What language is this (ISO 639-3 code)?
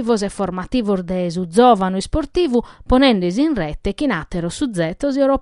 srd